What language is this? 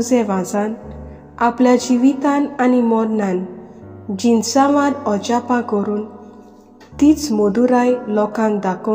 Konkani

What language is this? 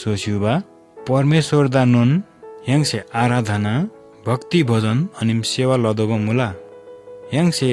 Eastern Tamang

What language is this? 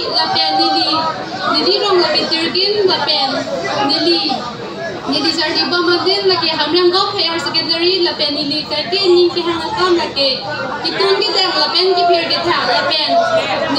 Karbi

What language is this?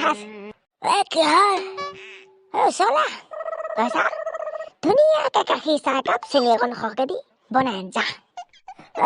Assamese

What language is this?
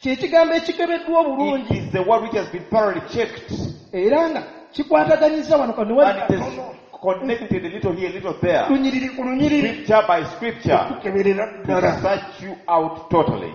Ganda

